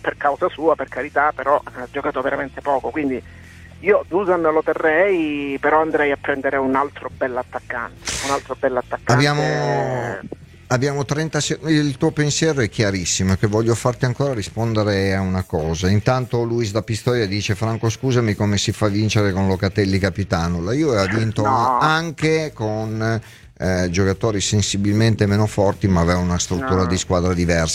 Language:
Italian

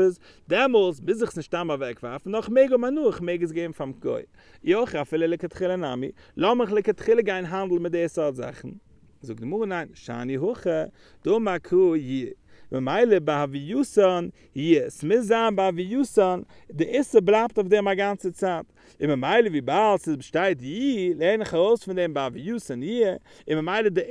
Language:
Yiddish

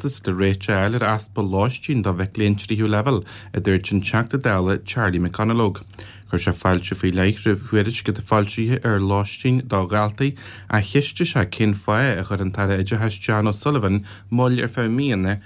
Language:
Irish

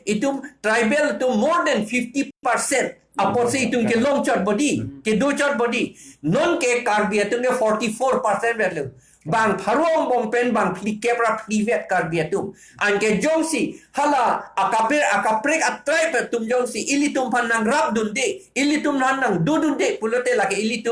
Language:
Karbi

